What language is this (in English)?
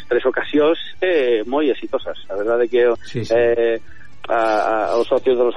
Galician